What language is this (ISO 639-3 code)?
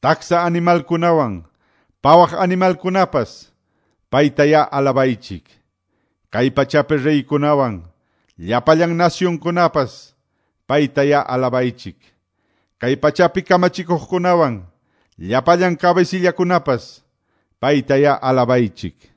que